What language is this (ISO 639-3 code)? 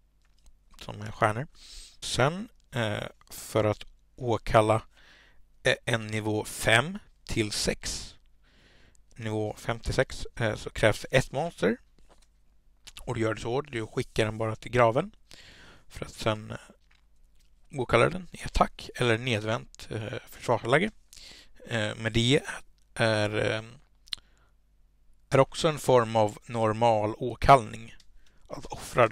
swe